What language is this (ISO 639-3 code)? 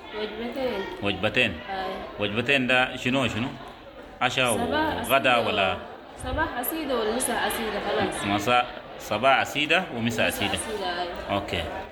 apd